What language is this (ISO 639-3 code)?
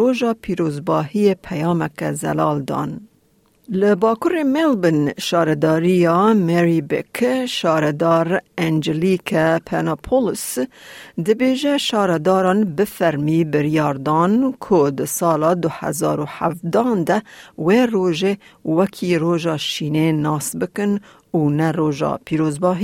kur